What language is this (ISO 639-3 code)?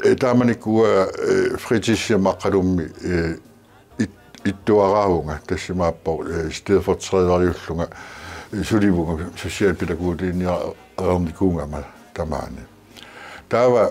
kal